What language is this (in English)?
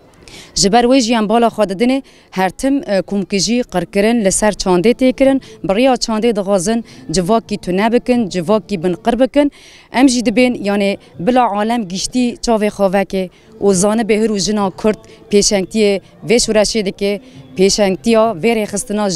Kurdish